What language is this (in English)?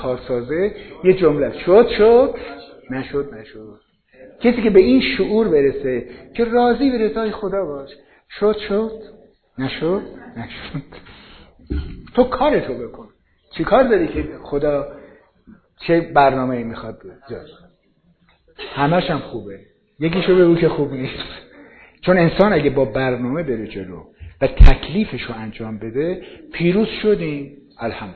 Persian